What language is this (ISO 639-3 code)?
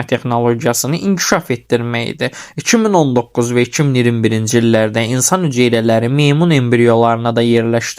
aze